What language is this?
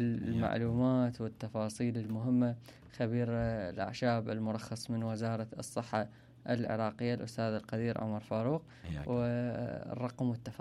Mesopotamian Arabic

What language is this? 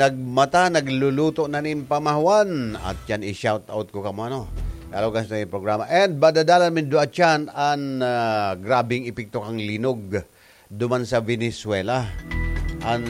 Bikol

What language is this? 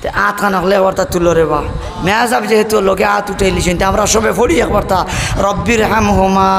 Sylheti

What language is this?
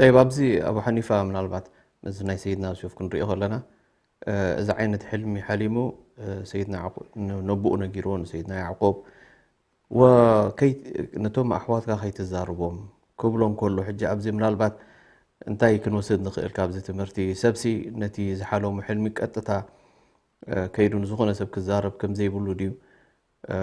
Tigrinya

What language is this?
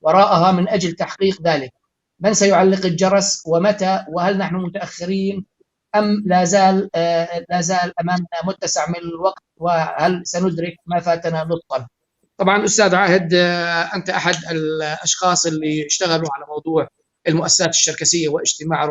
North Levantine Arabic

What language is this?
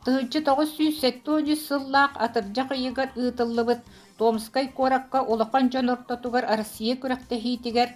Yakut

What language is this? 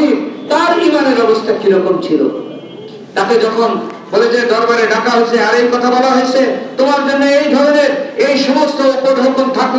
Bangla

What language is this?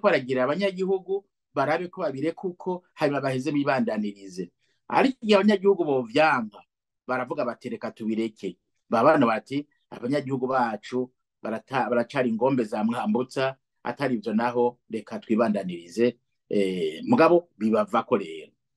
Rundi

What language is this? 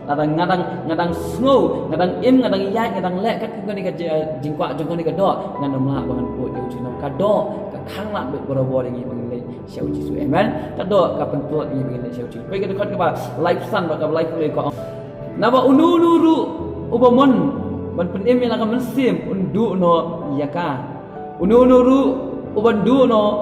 Khasi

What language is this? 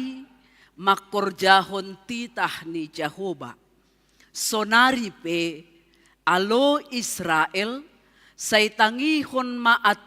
Batak Simalungun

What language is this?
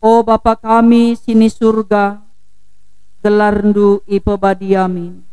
Batak Karo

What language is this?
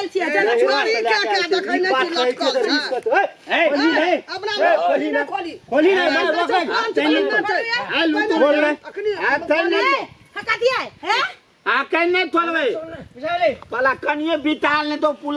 Maithili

